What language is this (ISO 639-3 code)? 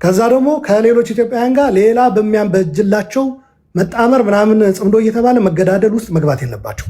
amh